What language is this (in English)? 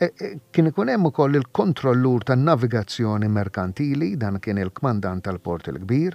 Maltese